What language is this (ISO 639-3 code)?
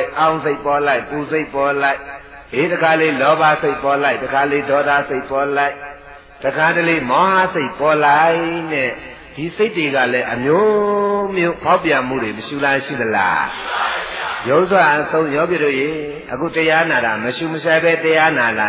mya